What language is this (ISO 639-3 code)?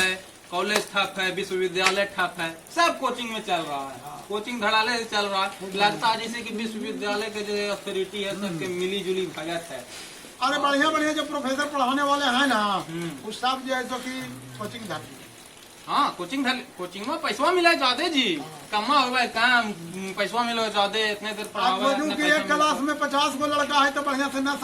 mag